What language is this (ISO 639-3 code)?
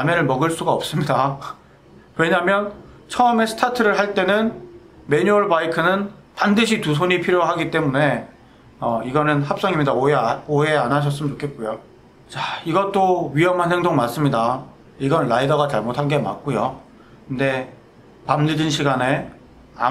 kor